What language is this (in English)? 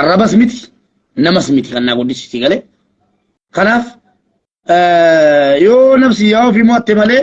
Oromo